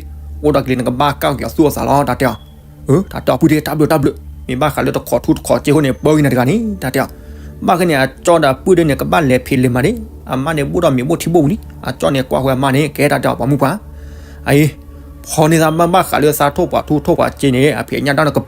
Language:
S'gaw Karen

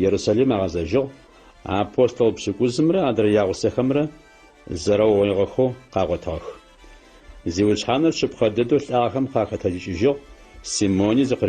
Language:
Adyghe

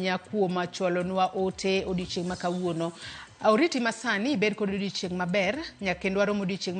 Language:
Luo (Kenya and Tanzania)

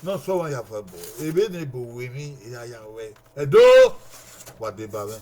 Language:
Bini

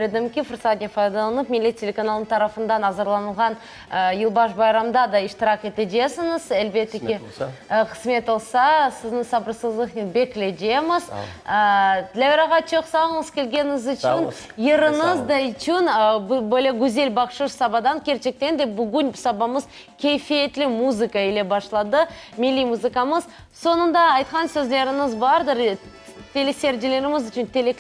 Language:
Crimean Tatar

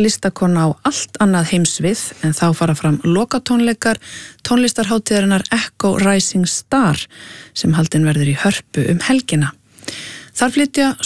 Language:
Icelandic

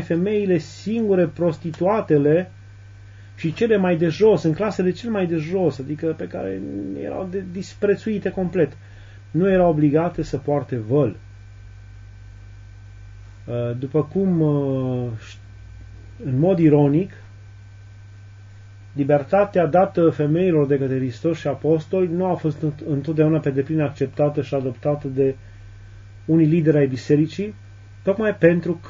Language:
Romanian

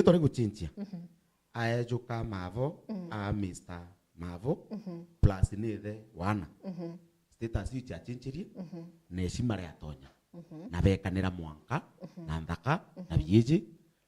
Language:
Meru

